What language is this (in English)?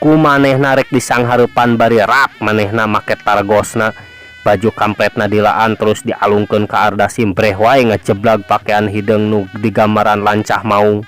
Sundanese